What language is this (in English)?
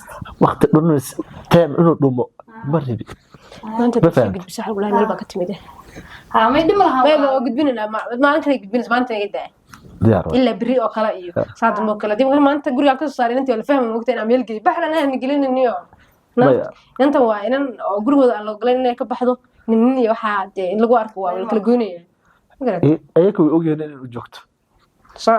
Somali